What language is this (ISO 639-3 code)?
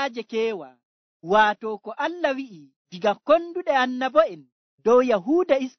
fuv